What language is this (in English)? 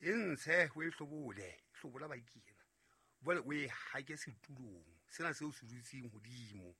Southern Sotho